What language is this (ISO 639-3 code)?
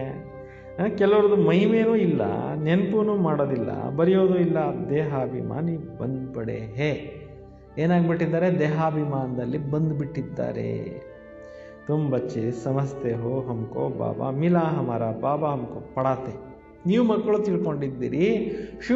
kan